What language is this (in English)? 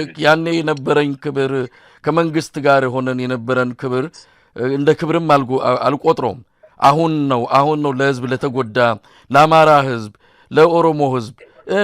Amharic